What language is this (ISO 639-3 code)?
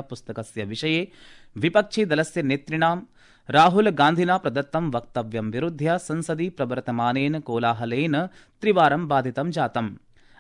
san